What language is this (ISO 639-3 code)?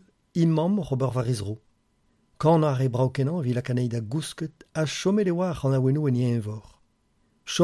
bre